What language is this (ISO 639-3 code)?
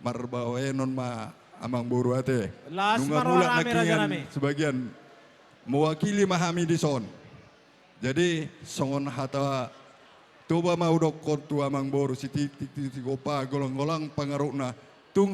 bbc